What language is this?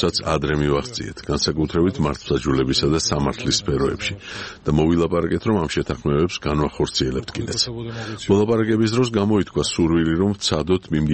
Georgian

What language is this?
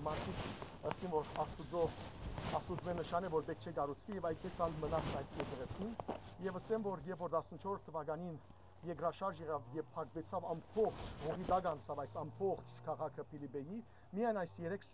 Western Armenian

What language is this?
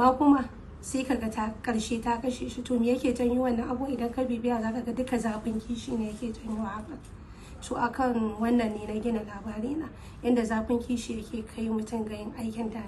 Hausa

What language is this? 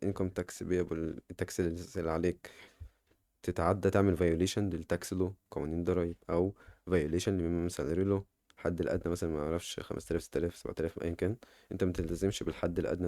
Egyptian Arabic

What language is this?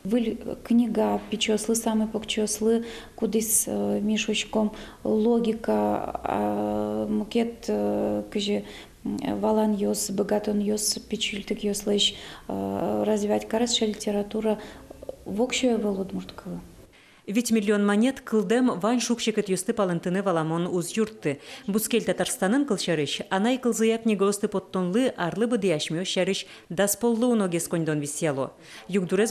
Udmurt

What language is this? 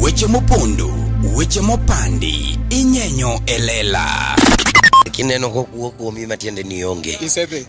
Luo (Kenya and Tanzania)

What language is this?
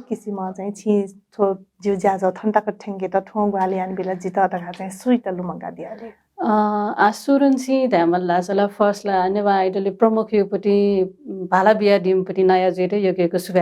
Newari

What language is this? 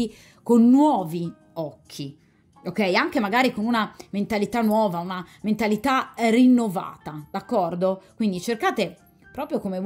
Italian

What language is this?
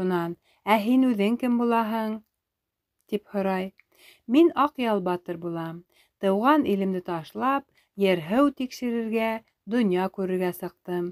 Bashkir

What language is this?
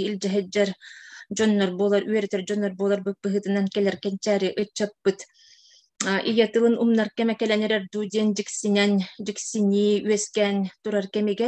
Yakut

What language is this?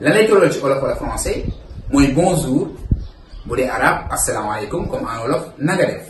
Wolof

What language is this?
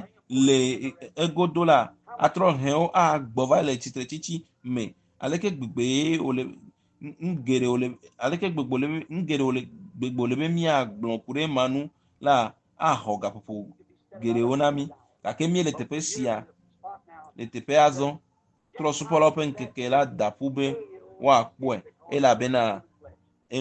Ewe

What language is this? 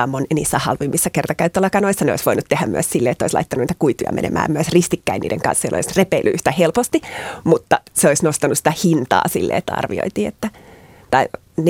Finnish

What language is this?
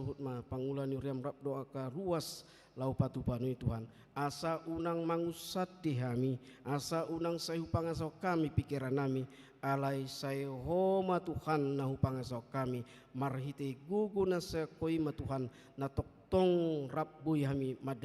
Batak Toba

